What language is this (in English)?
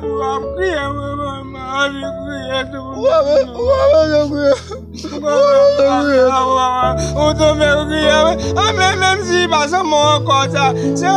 Haitian Creole